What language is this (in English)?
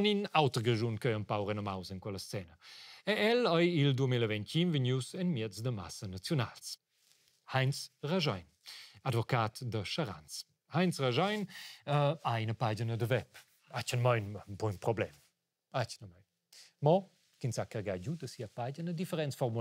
Romansh